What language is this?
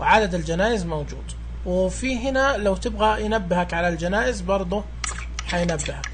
Najdi Arabic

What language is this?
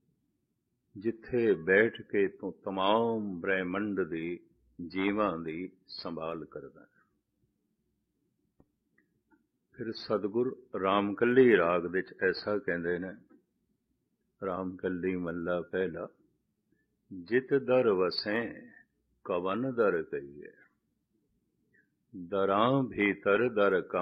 Punjabi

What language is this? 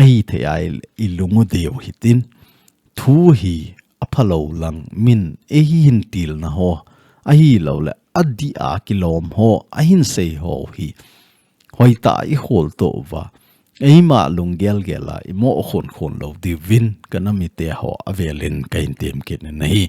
Thado Chin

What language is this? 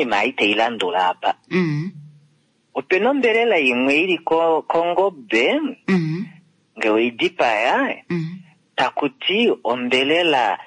Kuanyama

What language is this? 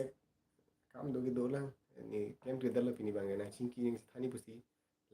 Karbi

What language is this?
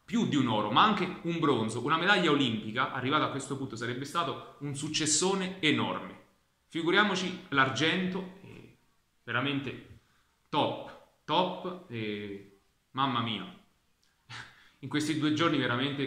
Italian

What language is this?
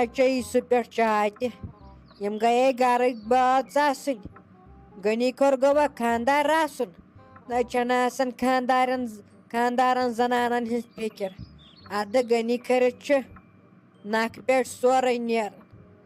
Kashmiri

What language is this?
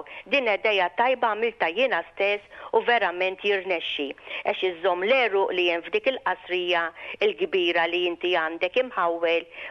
Maltese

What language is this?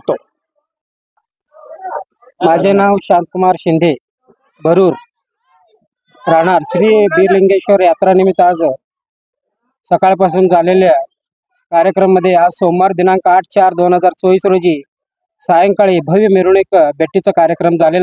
Marathi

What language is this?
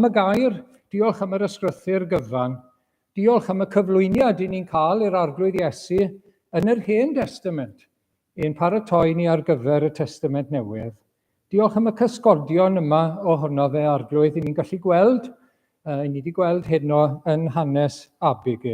Welsh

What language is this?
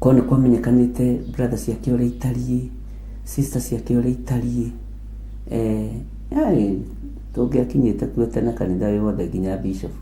Kikuyu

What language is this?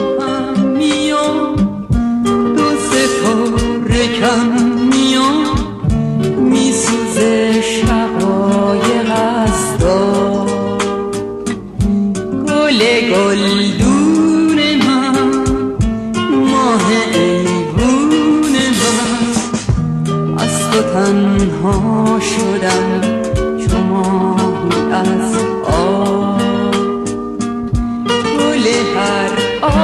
Persian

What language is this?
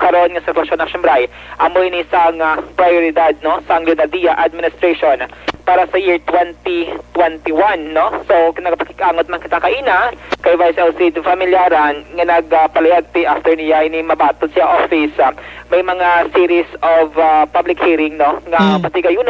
Hiligaynon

